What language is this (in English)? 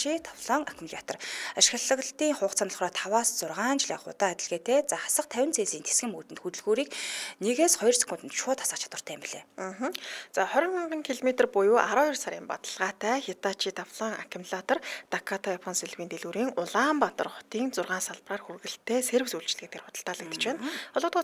Mongolian